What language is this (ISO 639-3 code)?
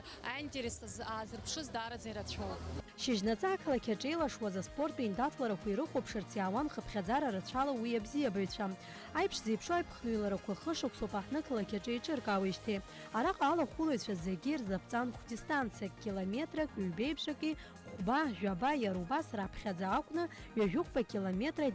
abk